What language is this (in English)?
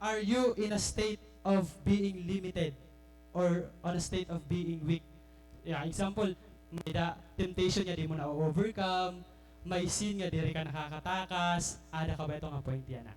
Waray